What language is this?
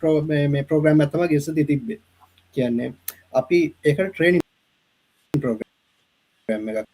Sinhala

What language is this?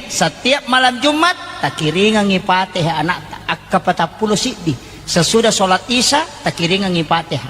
Buginese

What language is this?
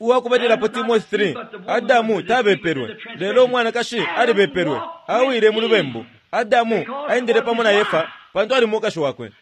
Bemba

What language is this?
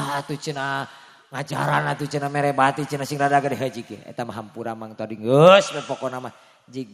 Sundanese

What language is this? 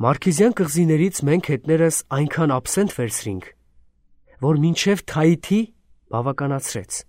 Armenian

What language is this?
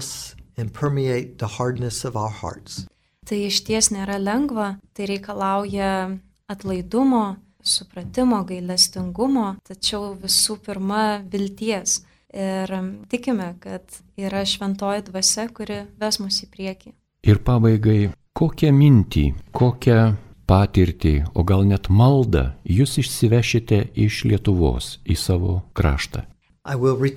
Lithuanian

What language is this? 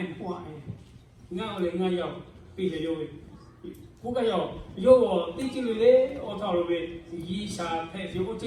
Lahu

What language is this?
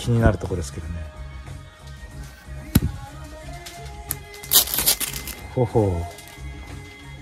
Japanese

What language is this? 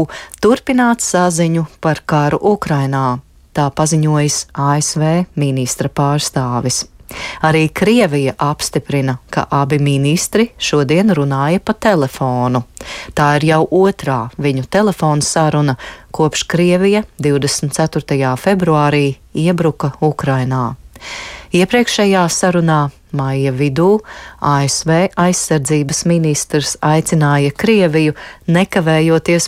Latvian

